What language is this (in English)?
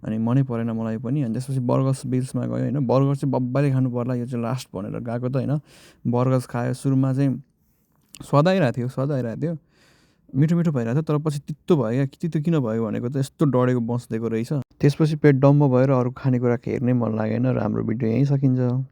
Nepali